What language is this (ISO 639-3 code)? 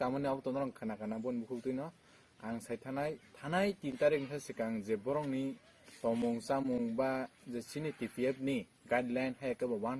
trp